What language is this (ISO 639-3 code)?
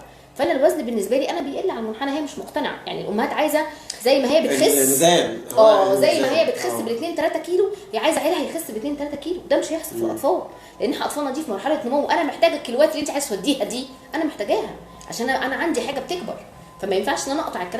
arz